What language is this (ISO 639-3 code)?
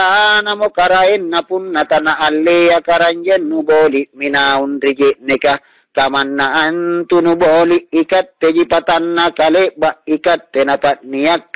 mak